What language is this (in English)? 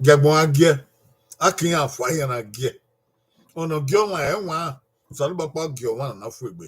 Bini